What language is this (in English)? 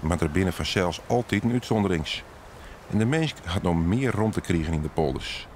Western Frisian